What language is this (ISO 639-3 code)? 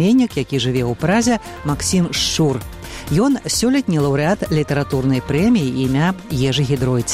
bel